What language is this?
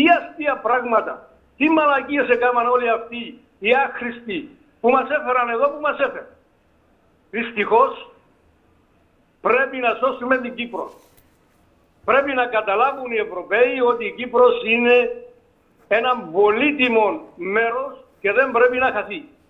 Greek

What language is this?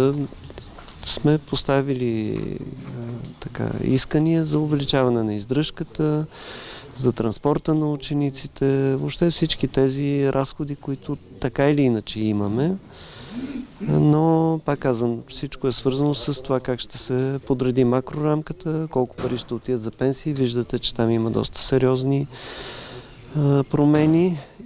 Bulgarian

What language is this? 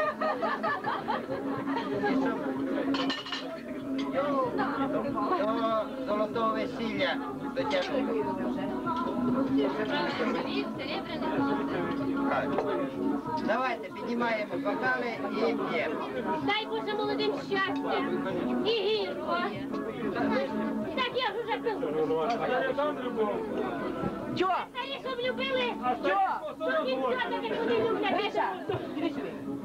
Ukrainian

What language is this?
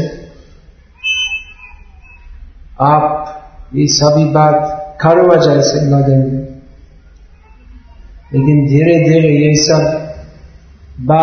Hindi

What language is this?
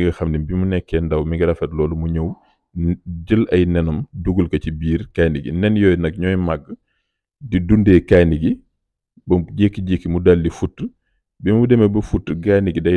Wolof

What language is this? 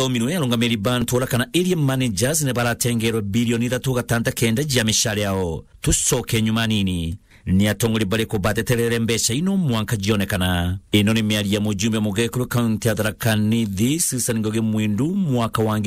Meru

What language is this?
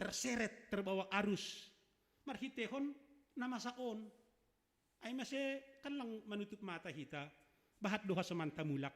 Batak Simalungun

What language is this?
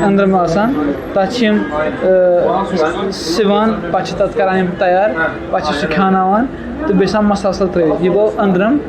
Kashmiri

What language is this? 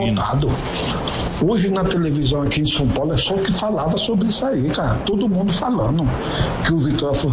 Portuguese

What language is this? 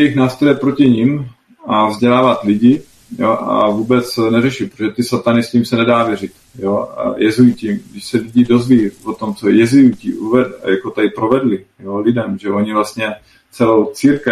Czech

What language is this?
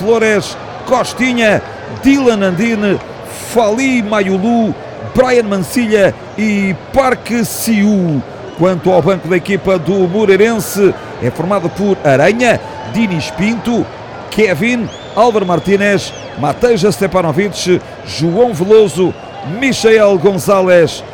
Portuguese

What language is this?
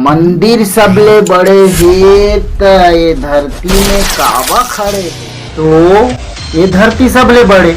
Chhattisgarhi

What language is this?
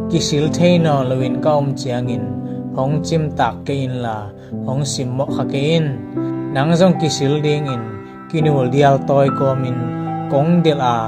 Tedim Chin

